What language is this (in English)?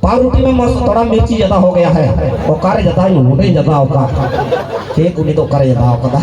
Santali